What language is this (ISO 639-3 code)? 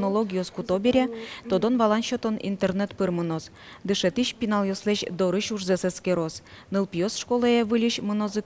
udm